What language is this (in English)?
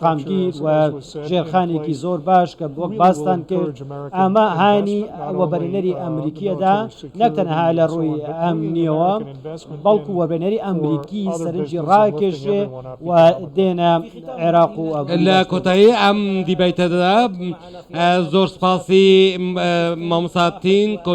Central Kurdish